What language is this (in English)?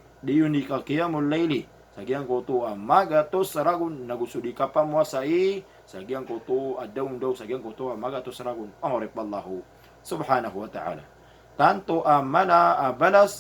Maranao